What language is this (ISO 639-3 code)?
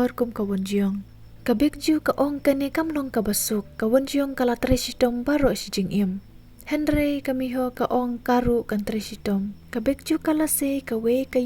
kha